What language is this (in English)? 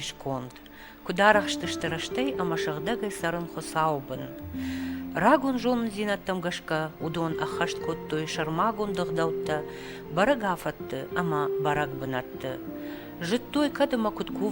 Ossetic